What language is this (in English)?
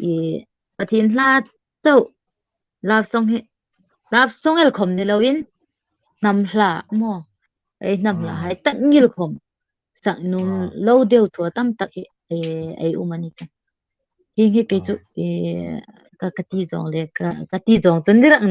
Hmar